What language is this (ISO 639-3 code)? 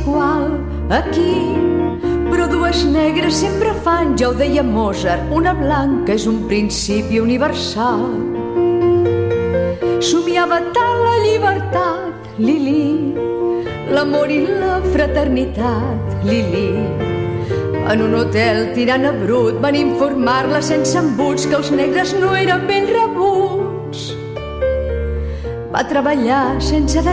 cat